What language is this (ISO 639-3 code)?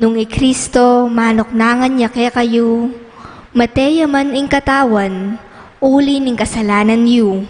pam